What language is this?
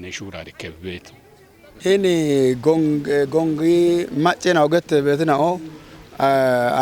Kafa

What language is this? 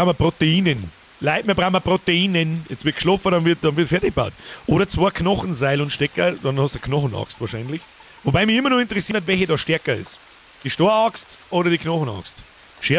Bavarian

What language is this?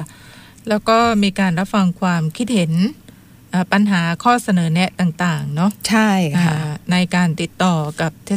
Thai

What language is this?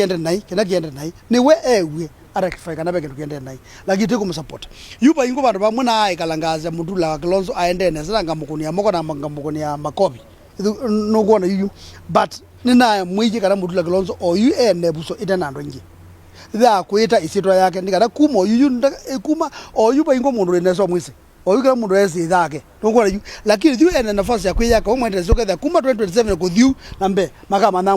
Kamba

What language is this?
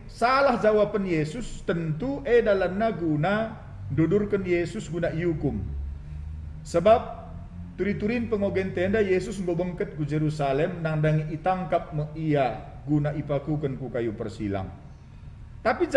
Batak Karo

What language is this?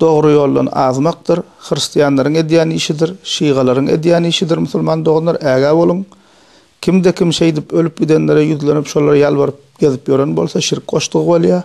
Turkmen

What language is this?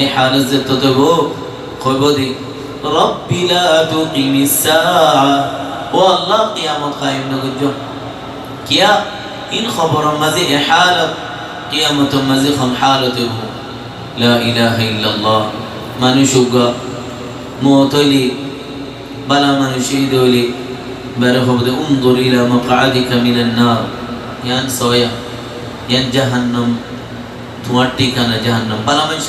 Rohingya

